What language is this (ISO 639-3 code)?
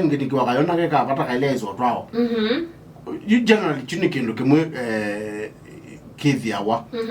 kam